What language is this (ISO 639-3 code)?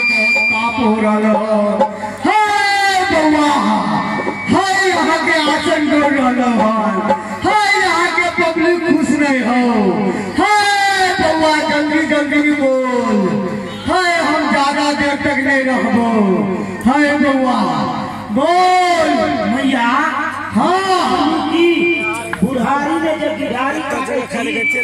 mai